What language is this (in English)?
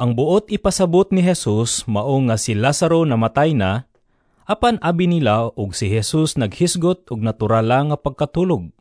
Cebuano